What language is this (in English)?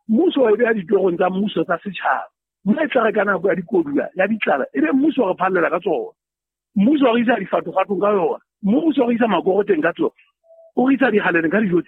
Southern Sotho